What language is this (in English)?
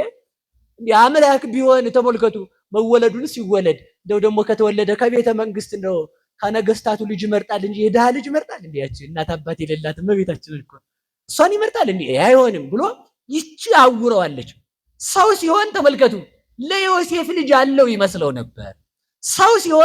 Amharic